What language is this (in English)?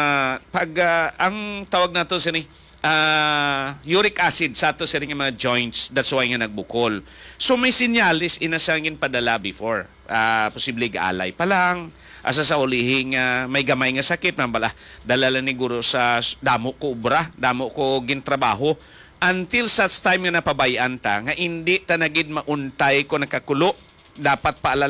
Hiligaynon